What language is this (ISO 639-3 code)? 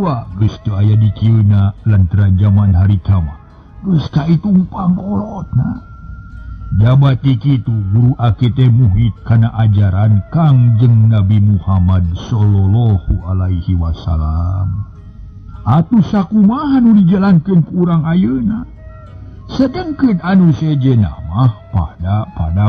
sun